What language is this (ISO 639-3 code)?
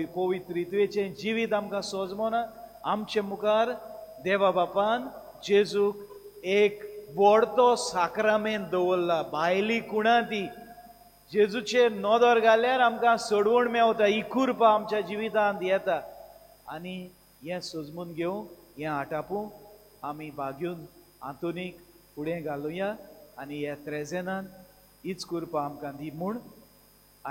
kok